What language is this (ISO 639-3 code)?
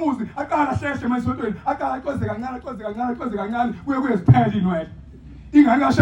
zul